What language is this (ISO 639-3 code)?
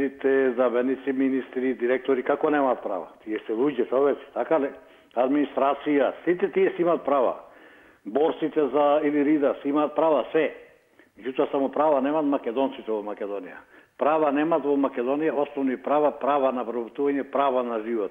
mkd